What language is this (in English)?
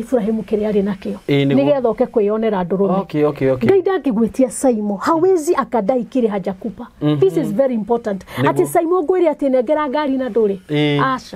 Kikuyu